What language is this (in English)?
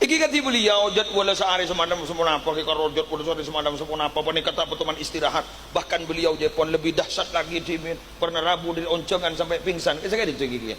Madurese